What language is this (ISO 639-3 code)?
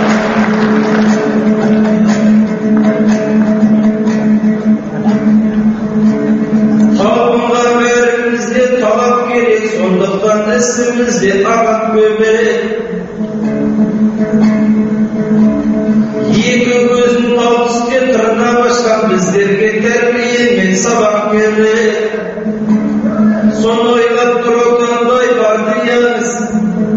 kaz